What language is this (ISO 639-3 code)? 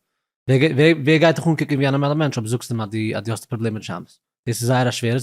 yid